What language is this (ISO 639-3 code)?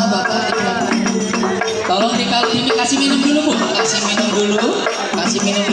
bew